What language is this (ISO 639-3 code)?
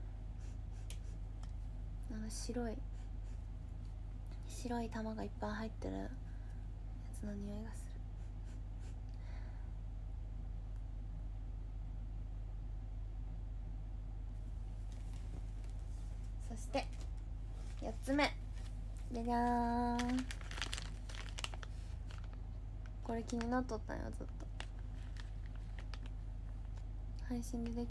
jpn